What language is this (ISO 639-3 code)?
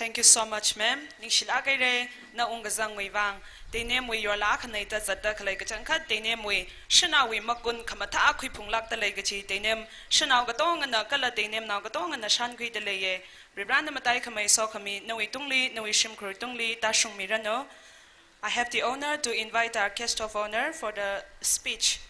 nmf